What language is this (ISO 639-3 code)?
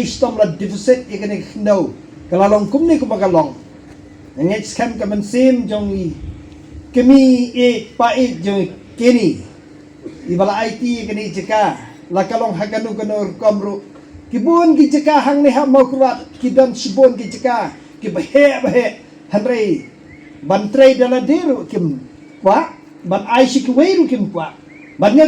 kha